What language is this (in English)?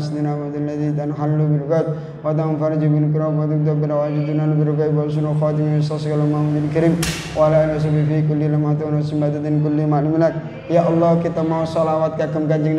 Javanese